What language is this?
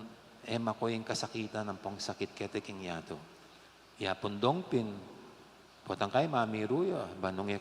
Pampanga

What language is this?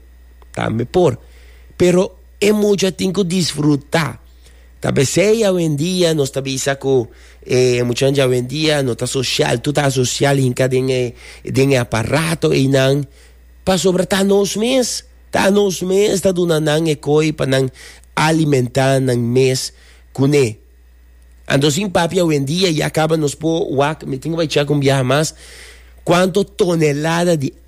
Papiamento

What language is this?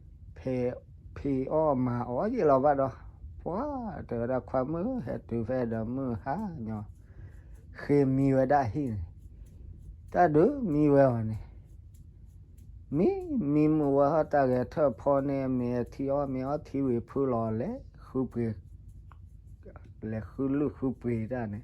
S'gaw Karen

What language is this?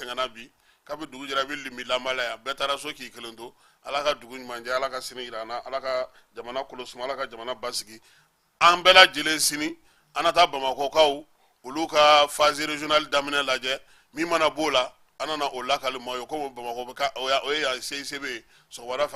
Bambara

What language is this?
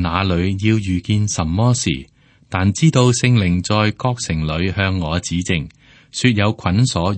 Cantonese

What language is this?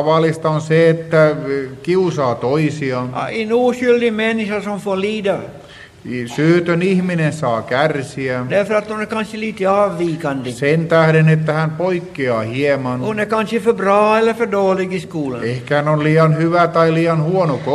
Finnish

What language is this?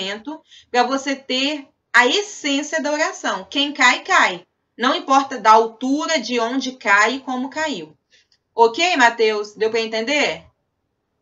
Portuguese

